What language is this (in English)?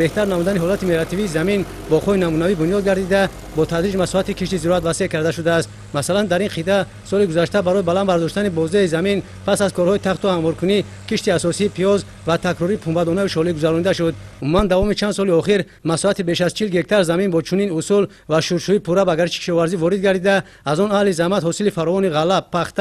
Tajik